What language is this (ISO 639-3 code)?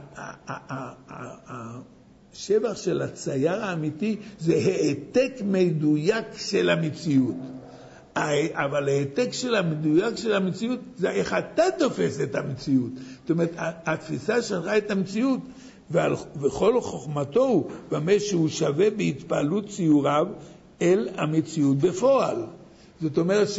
heb